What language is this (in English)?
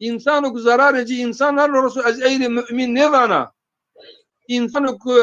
Zaza